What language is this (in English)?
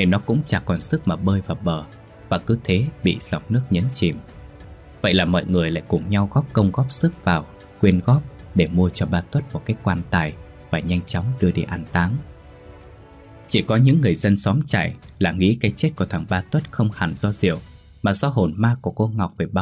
Vietnamese